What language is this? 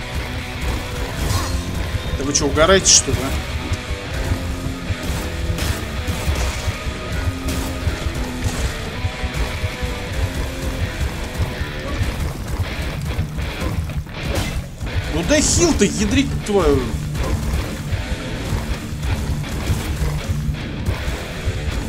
Russian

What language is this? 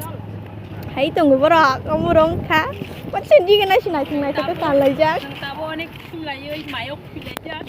Kok Borok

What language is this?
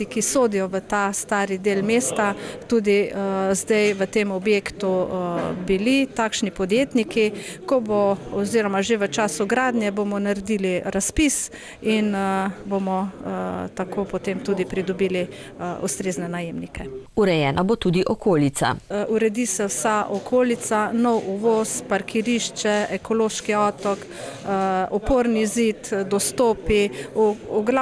Slovenian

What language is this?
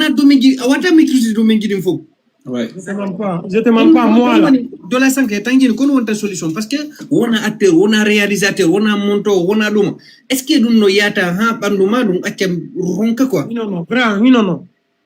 Fula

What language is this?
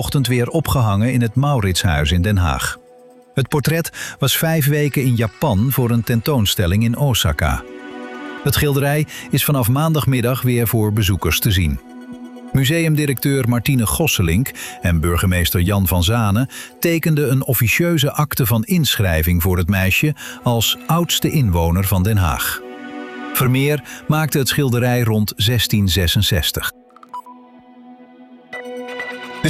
Dutch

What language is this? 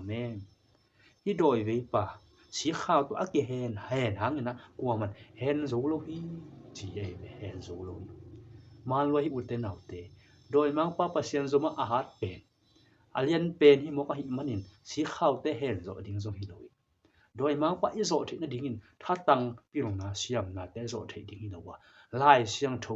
Tedim Chin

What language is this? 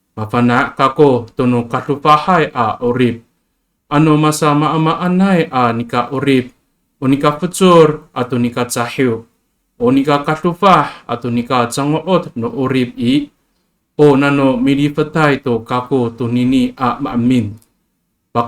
Amis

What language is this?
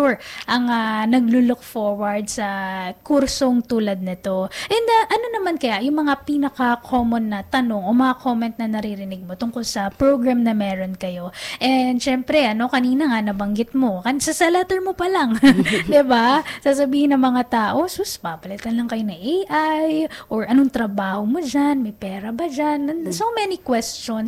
Filipino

